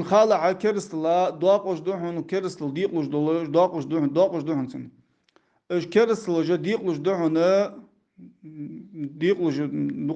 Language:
Ingush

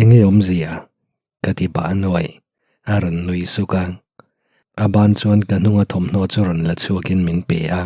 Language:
Mizo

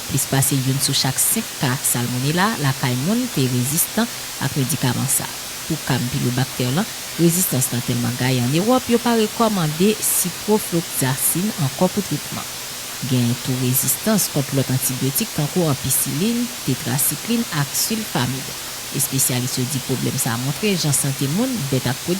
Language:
Haitian Creole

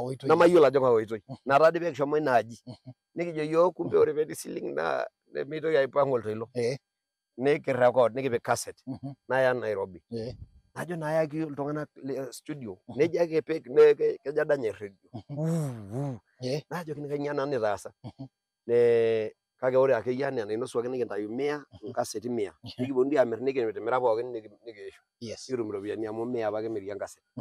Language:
Masai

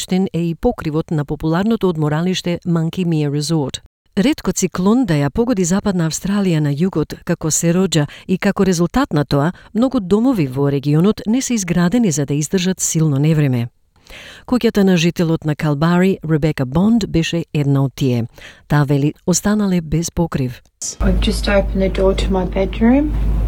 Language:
Macedonian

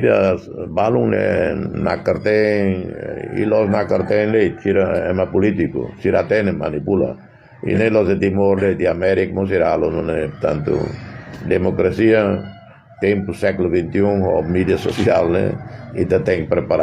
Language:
Tetum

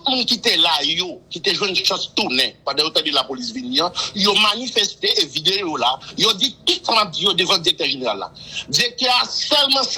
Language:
Haitian Creole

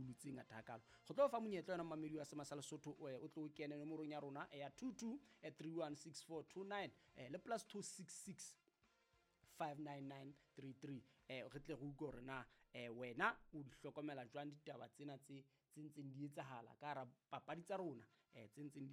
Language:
Southern Sotho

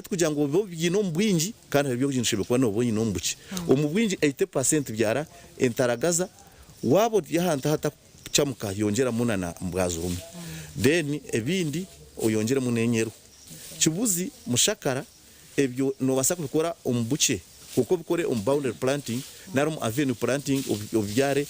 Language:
Nyankole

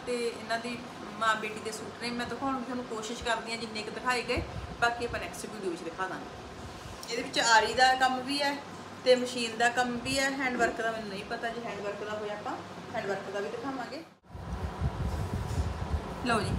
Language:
Punjabi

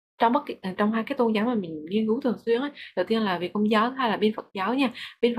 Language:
Vietnamese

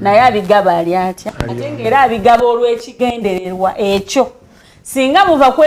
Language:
Ganda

